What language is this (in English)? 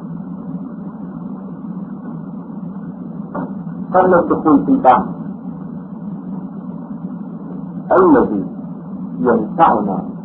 Arabic